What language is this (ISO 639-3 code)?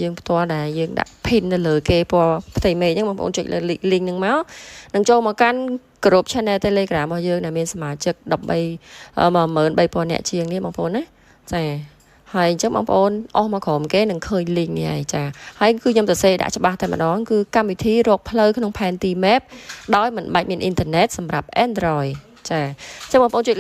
khm